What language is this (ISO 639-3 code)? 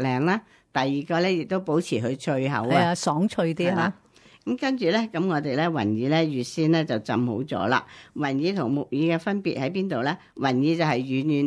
yue